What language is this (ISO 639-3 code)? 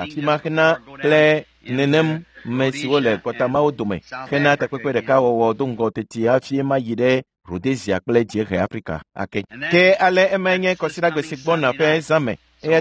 ewe